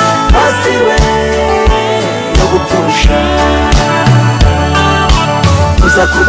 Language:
Kinyarwanda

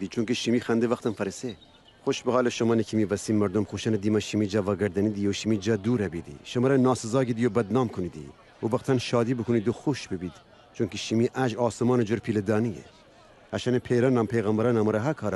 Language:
Gilaki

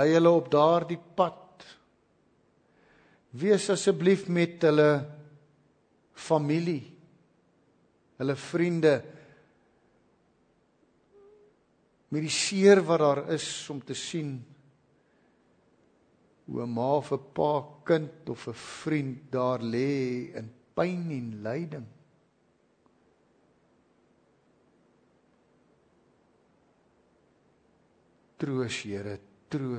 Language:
Afrikaans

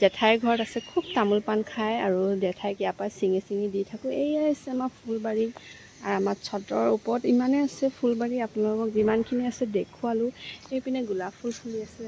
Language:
Assamese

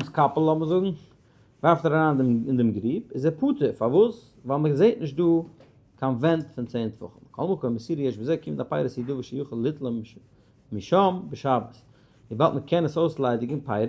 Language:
Yiddish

